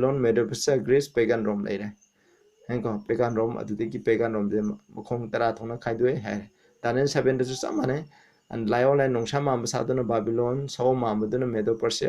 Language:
Manipuri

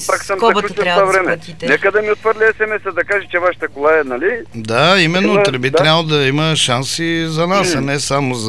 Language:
Bulgarian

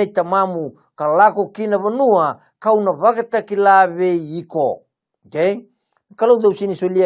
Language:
Fijian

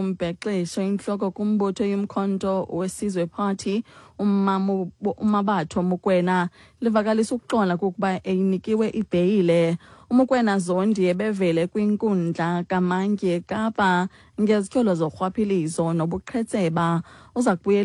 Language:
Xhosa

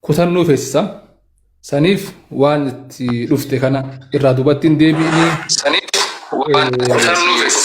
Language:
Oromo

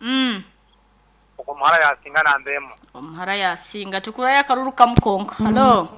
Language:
Nyankole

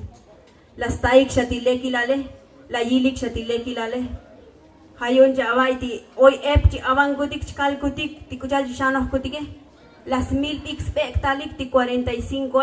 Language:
Tzotzil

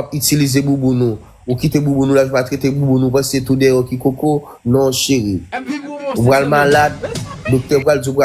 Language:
Haitian Creole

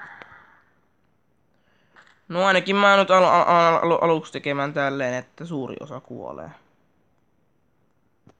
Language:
Finnish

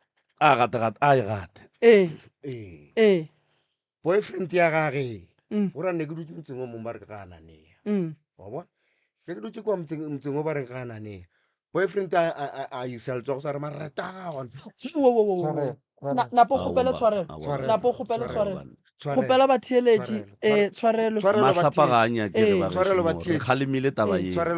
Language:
Northern Sotho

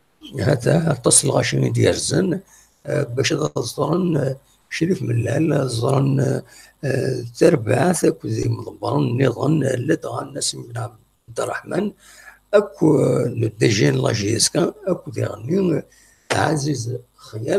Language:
Kabyle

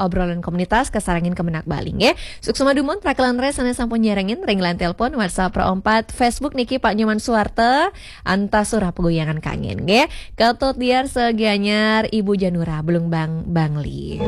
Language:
Balinese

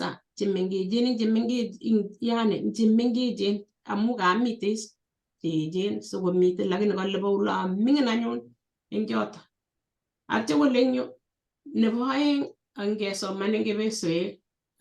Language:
Kalenjin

